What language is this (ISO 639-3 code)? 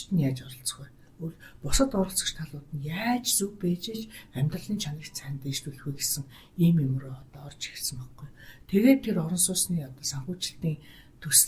mon